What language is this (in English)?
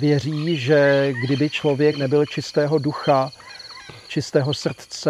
Czech